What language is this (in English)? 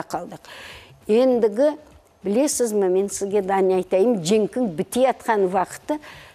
Crimean Tatar